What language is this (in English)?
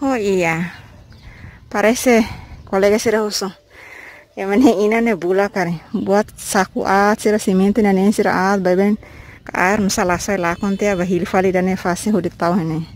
Tetum